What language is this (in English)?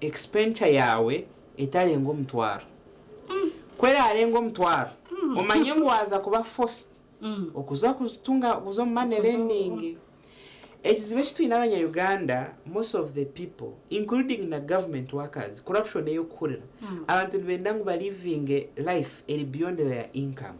Nyankole